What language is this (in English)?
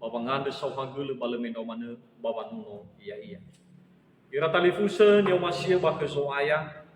Nias